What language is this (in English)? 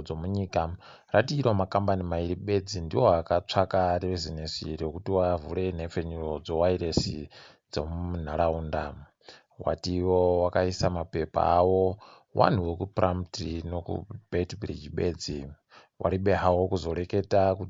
Ndau